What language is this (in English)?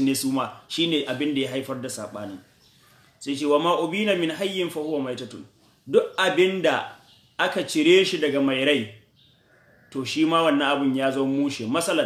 Hausa